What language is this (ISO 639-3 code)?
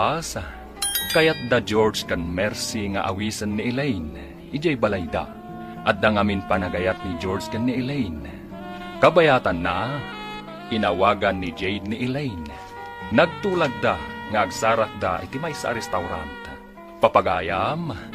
ilo